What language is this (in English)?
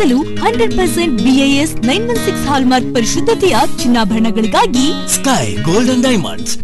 Kannada